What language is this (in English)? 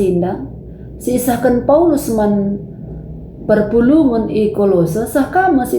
Batak Karo